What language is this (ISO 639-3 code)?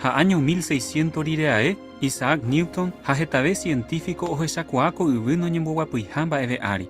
grn